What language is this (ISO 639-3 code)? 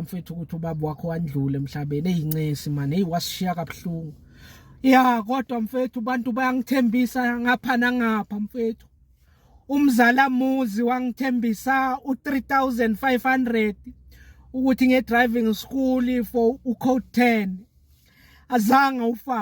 zul